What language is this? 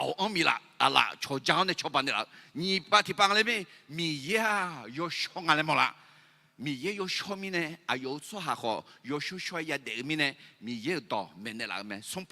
Akha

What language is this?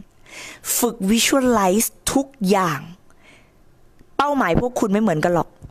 Thai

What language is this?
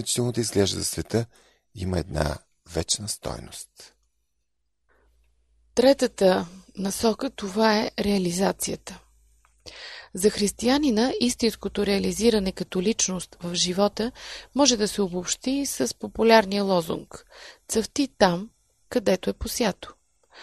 Bulgarian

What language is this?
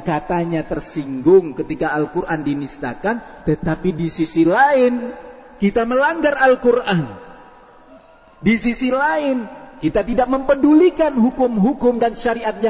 Indonesian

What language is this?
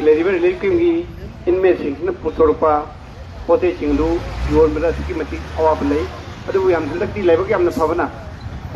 Manipuri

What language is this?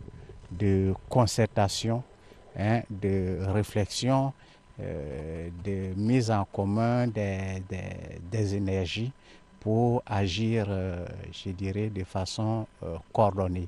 French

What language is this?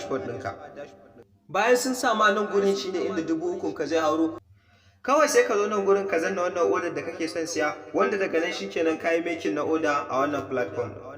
Hausa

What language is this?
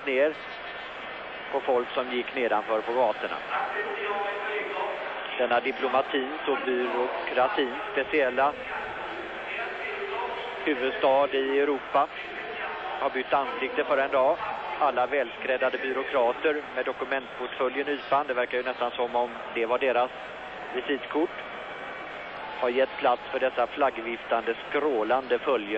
Swedish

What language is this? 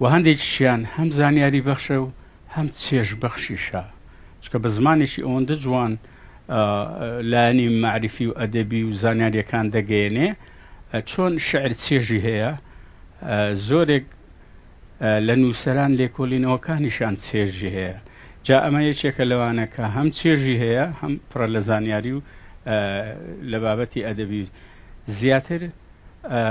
Central Kurdish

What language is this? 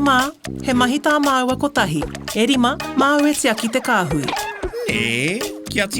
Māori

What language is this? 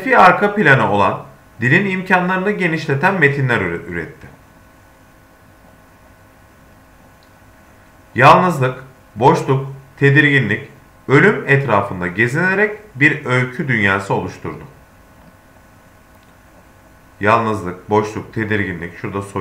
Turkish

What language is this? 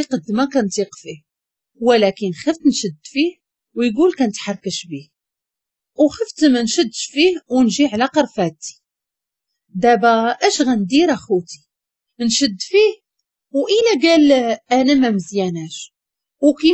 Moroccan Arabic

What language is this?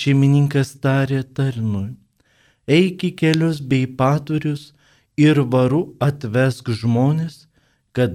Lithuanian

